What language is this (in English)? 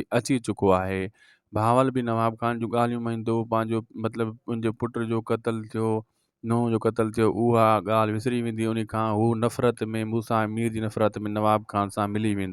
Sindhi